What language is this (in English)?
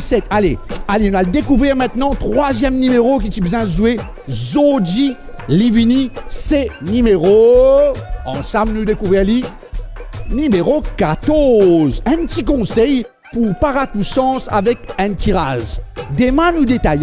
Morisyen